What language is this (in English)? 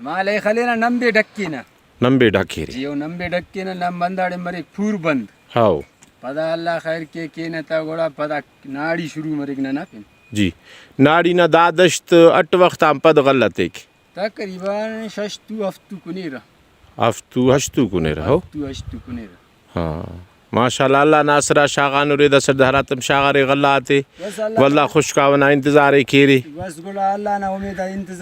Brahui